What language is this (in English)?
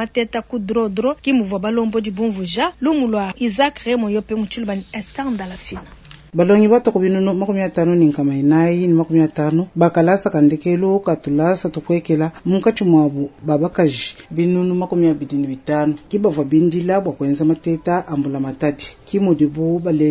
Luba-Lulua